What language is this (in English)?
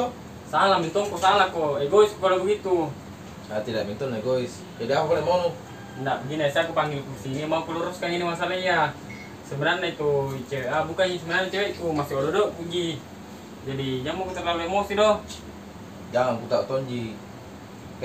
Makassar Malay